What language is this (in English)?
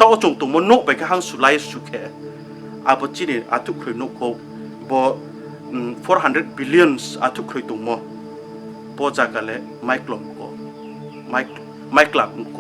Riang (India)